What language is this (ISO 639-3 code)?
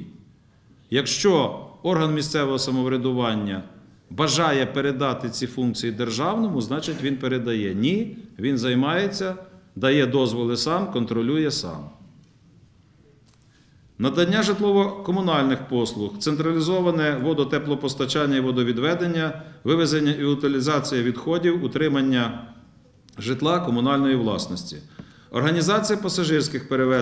ukr